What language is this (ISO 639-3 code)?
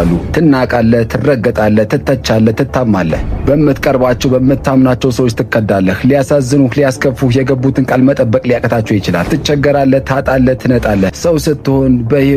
amh